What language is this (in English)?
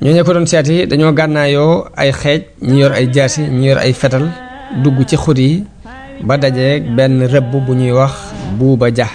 Wolof